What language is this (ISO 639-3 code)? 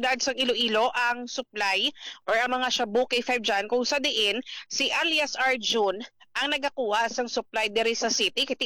hil